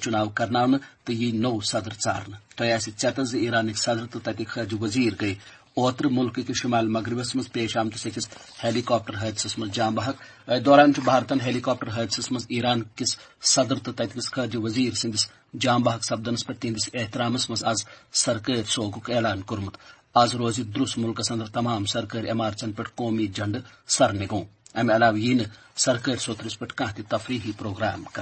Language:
Kashmiri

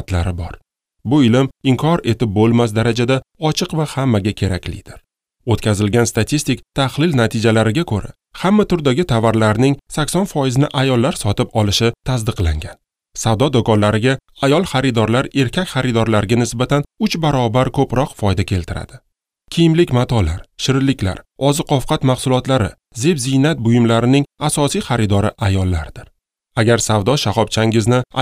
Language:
Uzbek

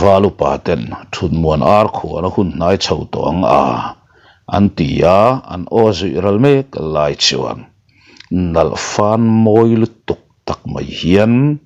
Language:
Mizo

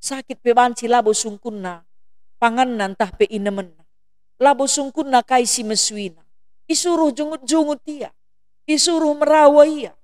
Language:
Batak Karo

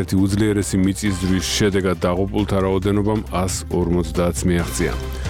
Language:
Georgian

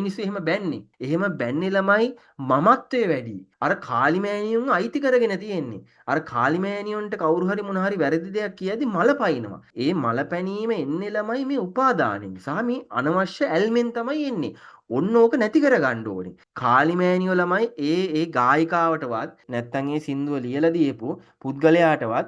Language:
Sinhala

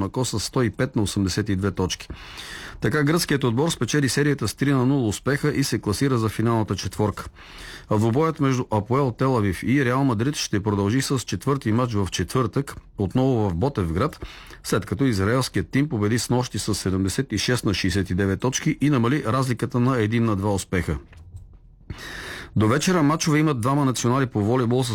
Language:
Bulgarian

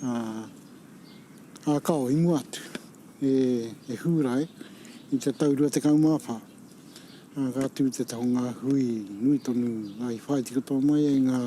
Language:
Māori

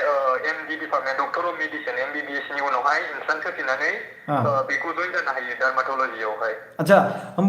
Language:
Bodo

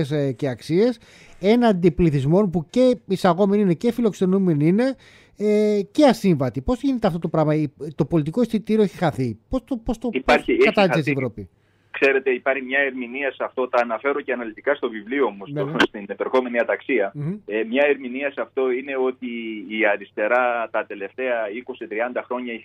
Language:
Greek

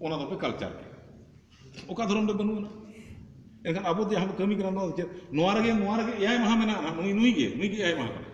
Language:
Santali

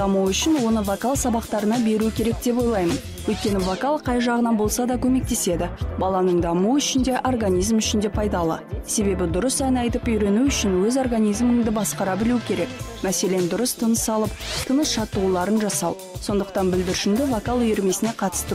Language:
Kazakh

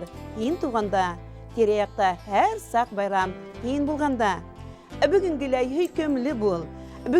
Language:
Bashkir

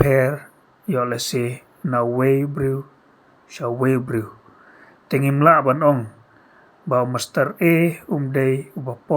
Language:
Khasi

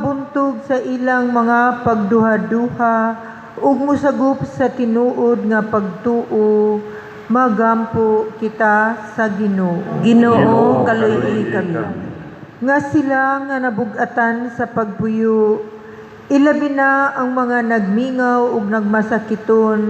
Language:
Cebuano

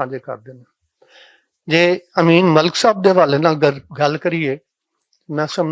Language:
Western Panjabi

